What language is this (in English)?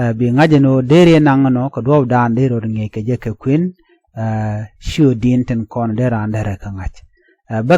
Nuer